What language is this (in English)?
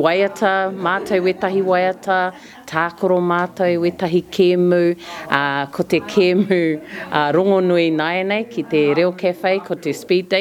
Māori